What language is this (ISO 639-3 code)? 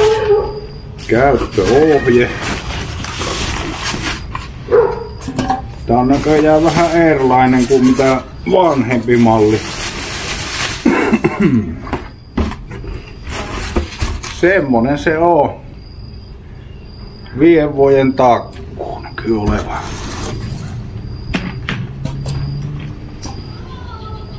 fin